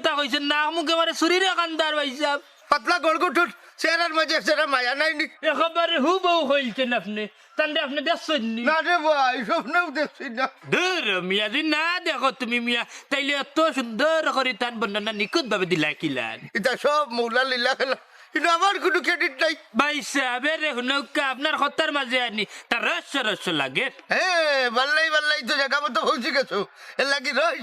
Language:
Sylheti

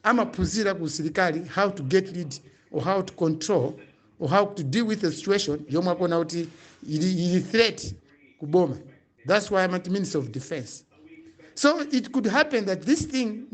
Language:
Nyanja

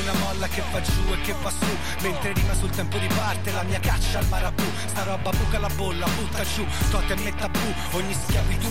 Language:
Italian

